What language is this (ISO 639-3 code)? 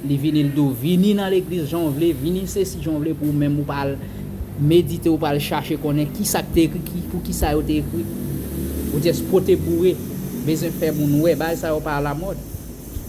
hat